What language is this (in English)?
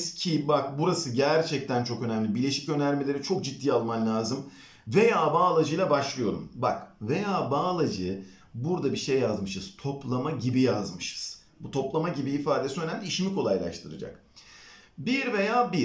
Turkish